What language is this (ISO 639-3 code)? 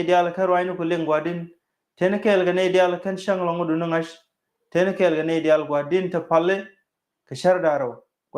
nus